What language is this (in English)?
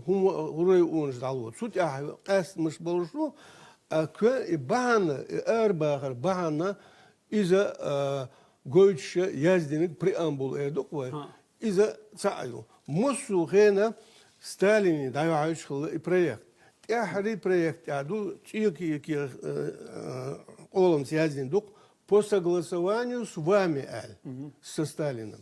Chechen